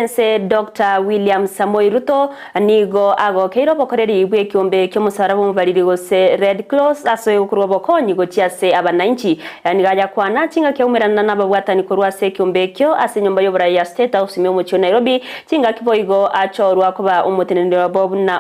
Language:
Gusii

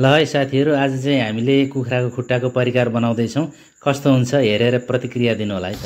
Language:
Nepali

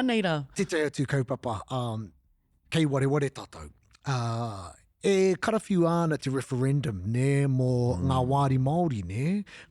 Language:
Māori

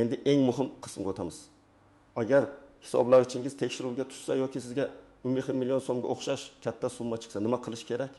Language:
Uzbek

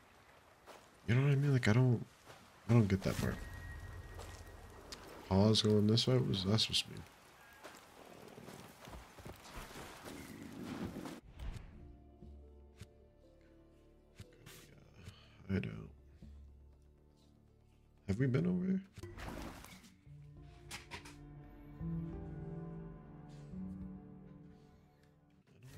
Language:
English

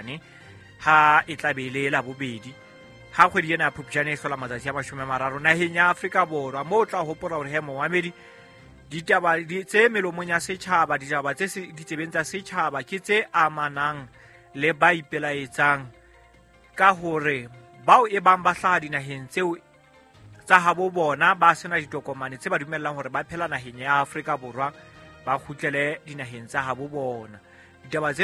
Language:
Southern Sotho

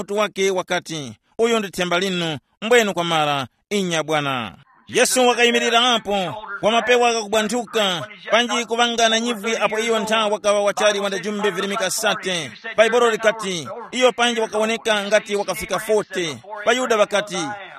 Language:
Tumbuka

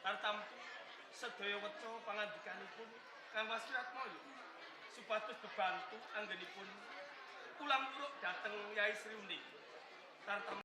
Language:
Javanese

